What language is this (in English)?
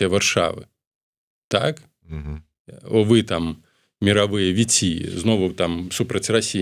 Belarusian